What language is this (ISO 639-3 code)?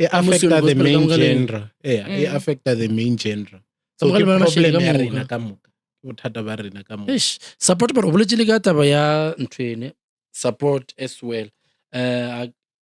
nso